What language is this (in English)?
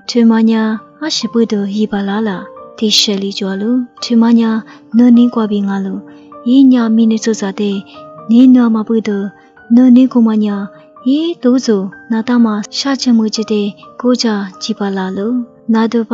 Lisu